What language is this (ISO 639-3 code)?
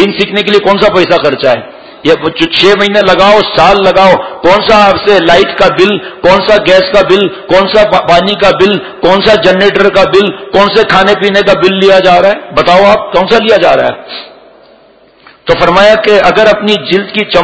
urd